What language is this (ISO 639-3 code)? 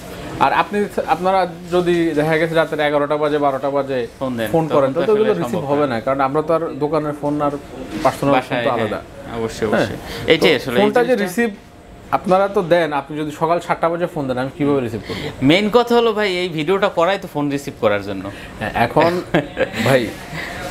ben